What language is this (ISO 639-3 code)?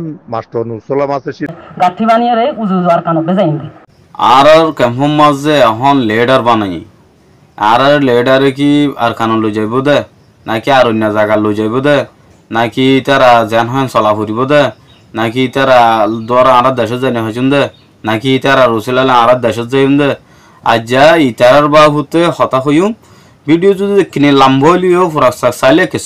rhg